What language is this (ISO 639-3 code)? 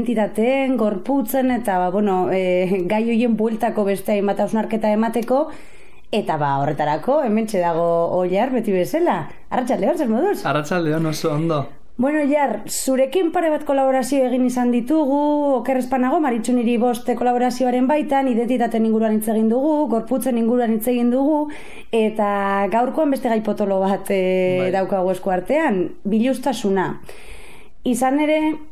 eus